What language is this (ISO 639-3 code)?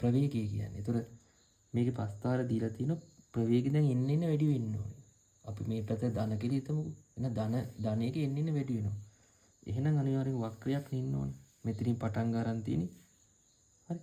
sin